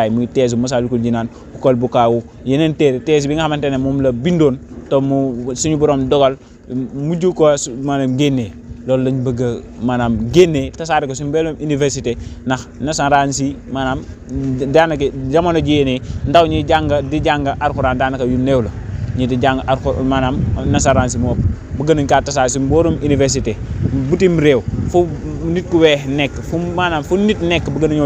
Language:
Wolof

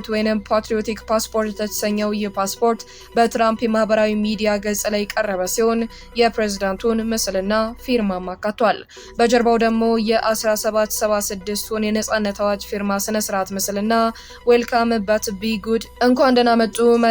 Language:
Amharic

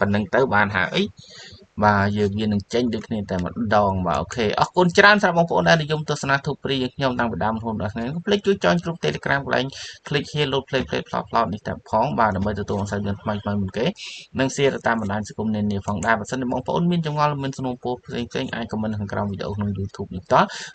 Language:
Khmer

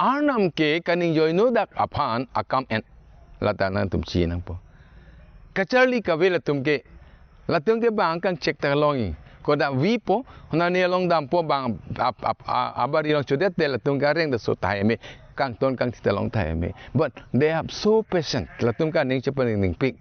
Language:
Karbi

